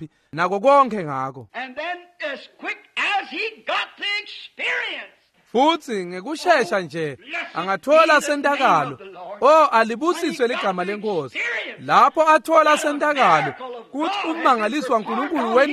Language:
Swati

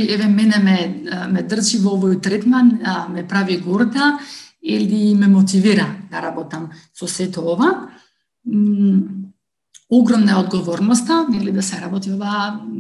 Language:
Macedonian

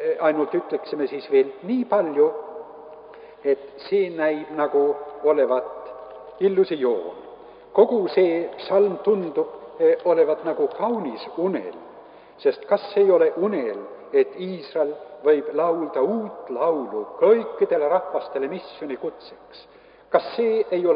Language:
Estonian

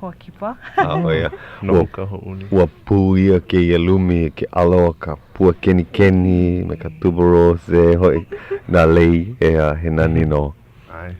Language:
Hawaiian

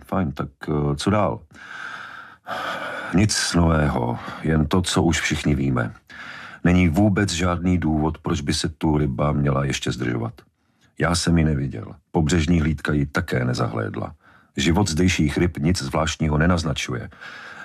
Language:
Czech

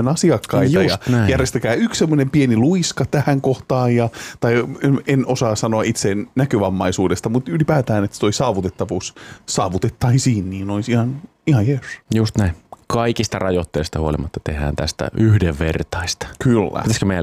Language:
Finnish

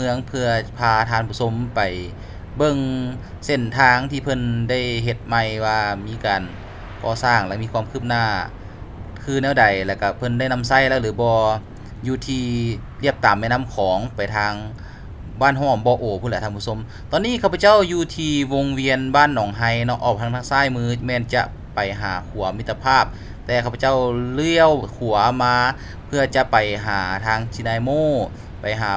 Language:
Lao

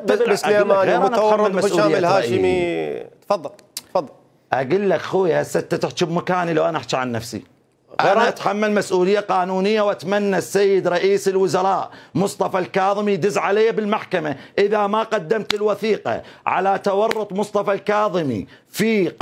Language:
Mesopotamian Arabic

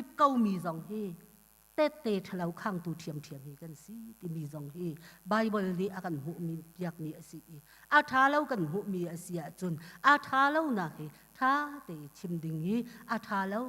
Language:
Hakha Chin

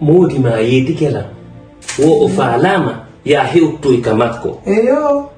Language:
Fula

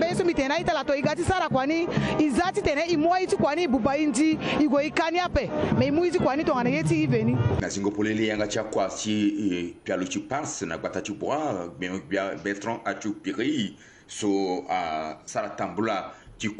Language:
Sango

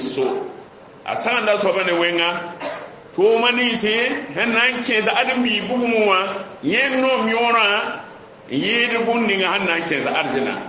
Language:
Mossi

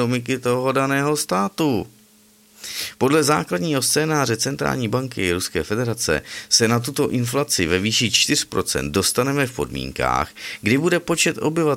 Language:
Czech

